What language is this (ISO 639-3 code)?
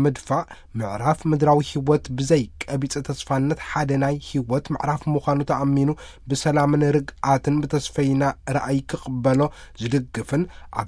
tir